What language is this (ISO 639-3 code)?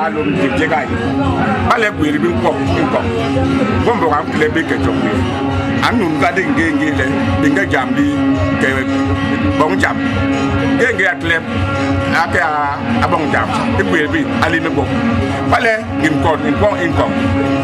bas